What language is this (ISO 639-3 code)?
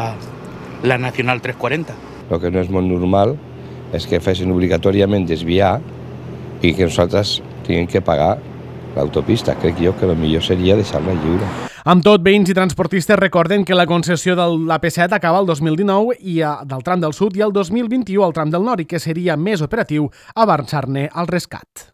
cat